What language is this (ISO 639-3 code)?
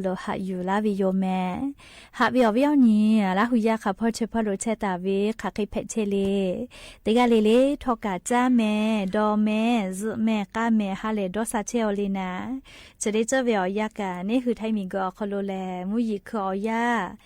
lhu